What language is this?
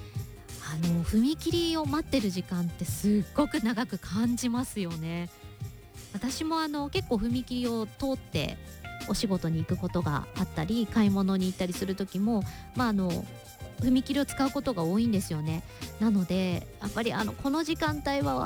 Japanese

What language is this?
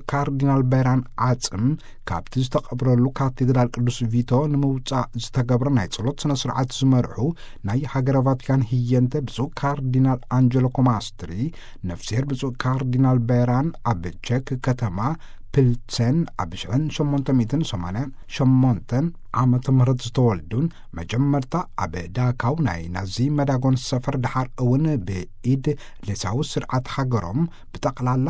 Tigrinya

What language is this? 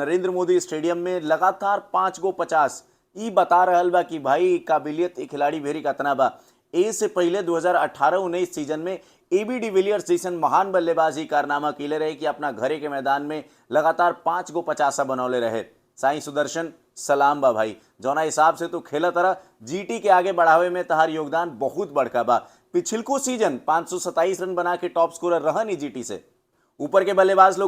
Bhojpuri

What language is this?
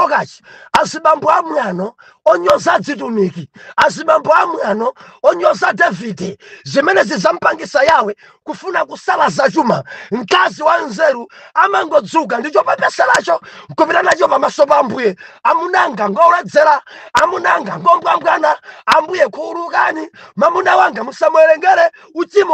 Nyanja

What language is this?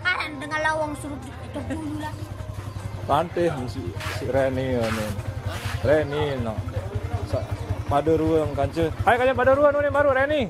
Sasak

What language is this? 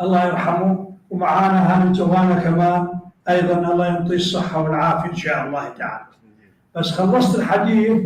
North Levantine Arabic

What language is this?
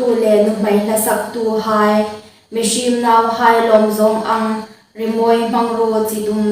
Hmar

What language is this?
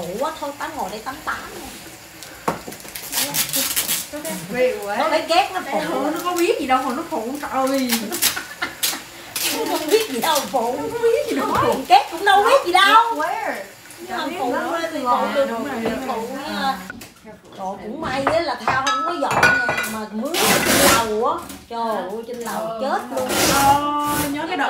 Vietnamese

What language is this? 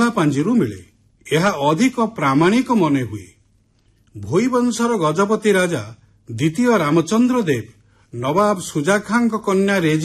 Odia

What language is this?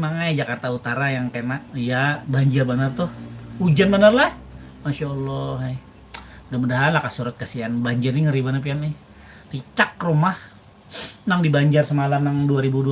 Banjar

